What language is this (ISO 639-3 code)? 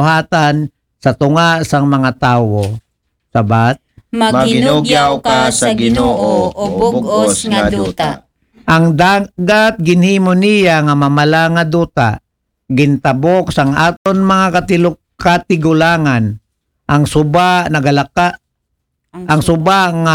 akl